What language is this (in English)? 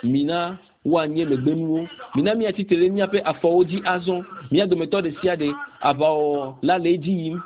Ewe